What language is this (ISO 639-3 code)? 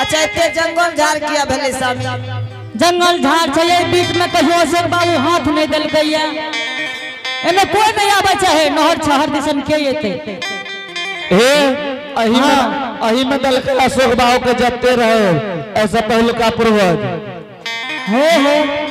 anp